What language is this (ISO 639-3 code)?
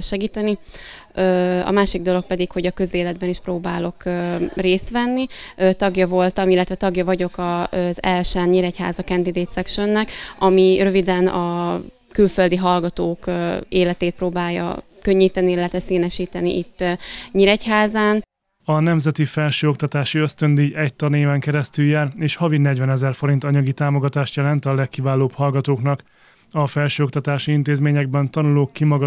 hun